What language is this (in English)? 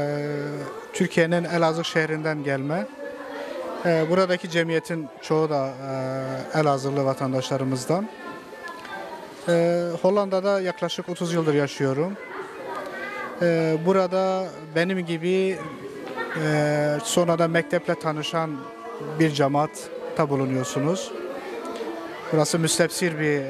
Turkish